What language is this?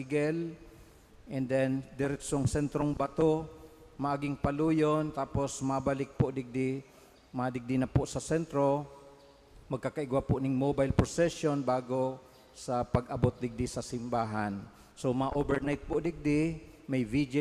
Bikol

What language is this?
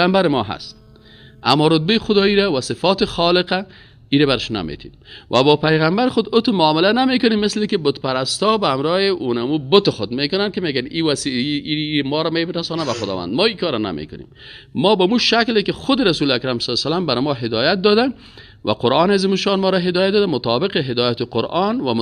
Persian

